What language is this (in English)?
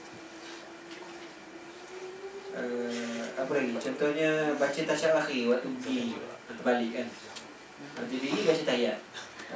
Malay